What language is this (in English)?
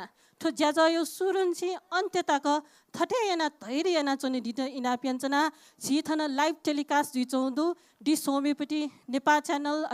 Newari